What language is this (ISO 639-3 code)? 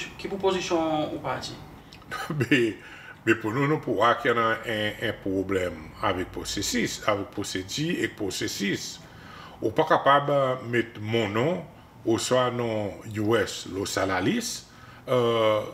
crs